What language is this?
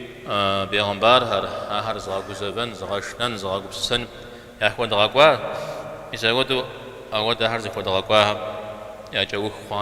Kabardian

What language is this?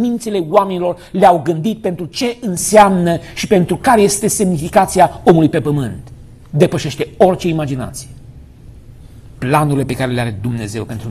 Romanian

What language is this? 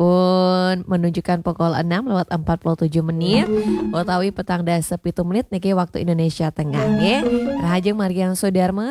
Balinese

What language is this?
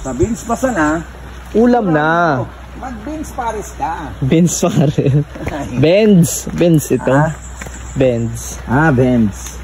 Bikol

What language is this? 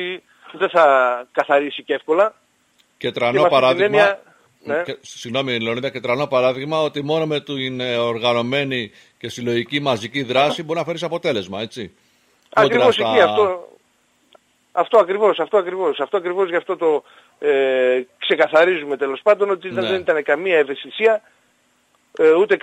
Greek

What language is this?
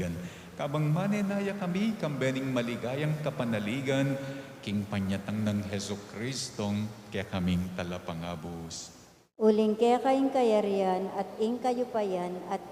Pampanga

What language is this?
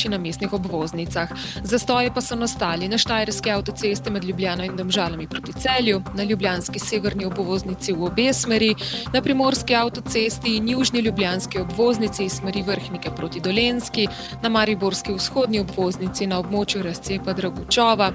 Slovenian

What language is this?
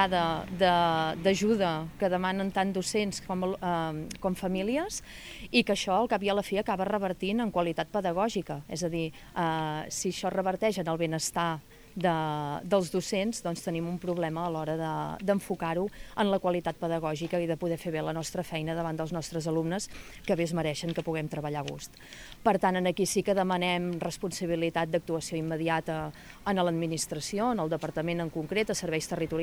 Catalan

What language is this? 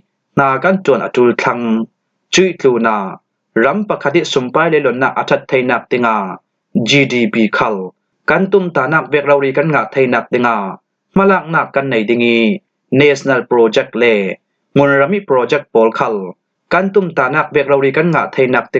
Falam Chin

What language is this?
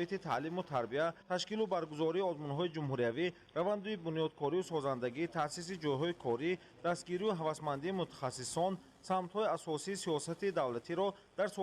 Tajik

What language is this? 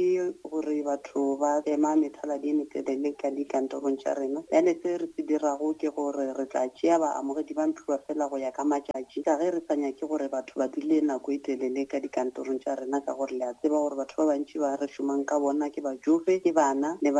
Northern Sotho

